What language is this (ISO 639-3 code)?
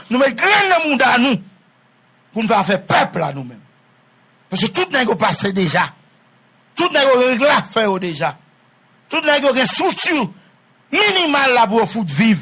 hat